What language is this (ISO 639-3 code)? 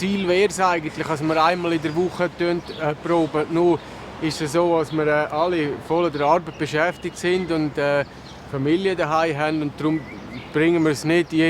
gsw